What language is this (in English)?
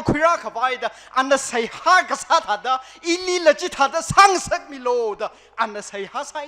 Tangkhul Naga (India)